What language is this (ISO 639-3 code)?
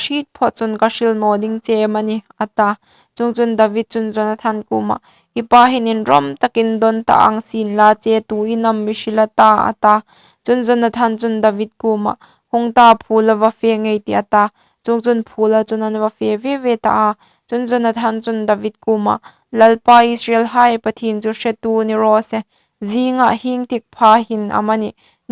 hmr